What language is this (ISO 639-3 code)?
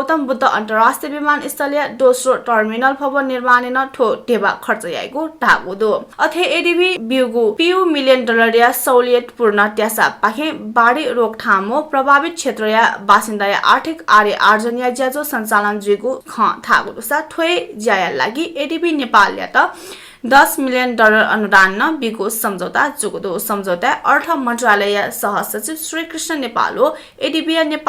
new